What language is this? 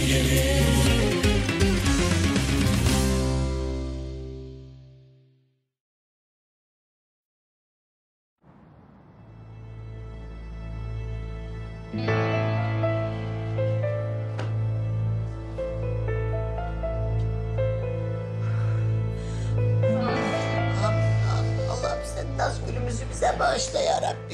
Turkish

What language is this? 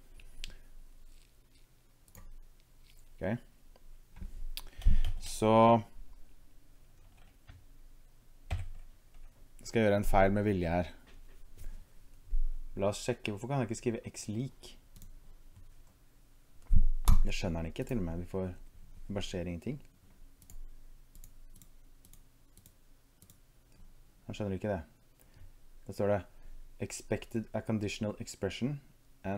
Norwegian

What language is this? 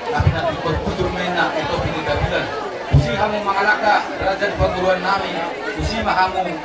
Batak Toba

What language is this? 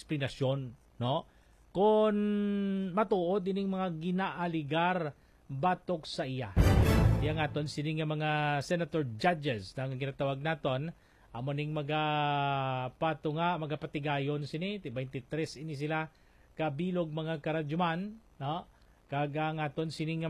Hiligaynon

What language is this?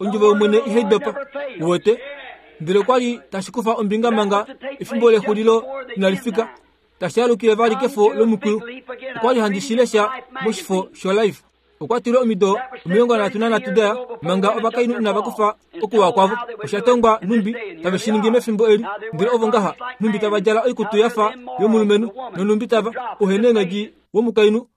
Kuanyama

